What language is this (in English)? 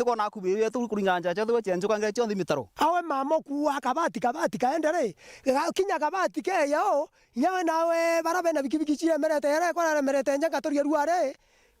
Meru